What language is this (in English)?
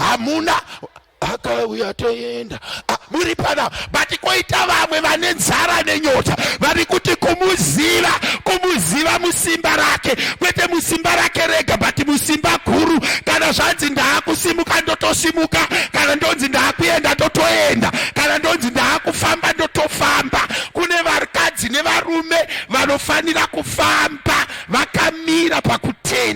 Shona